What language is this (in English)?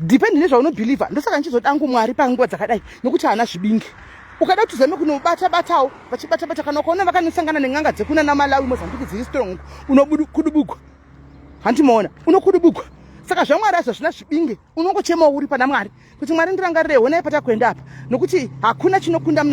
Shona